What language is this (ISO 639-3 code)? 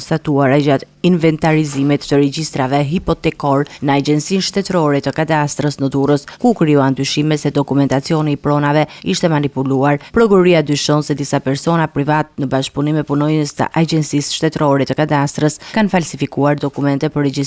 sqi